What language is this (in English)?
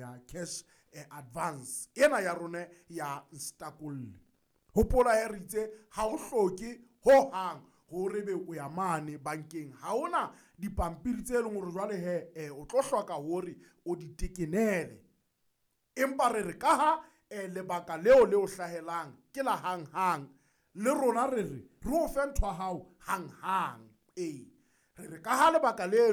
Southern Sotho